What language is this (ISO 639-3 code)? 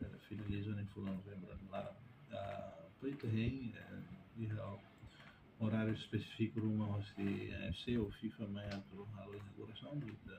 tet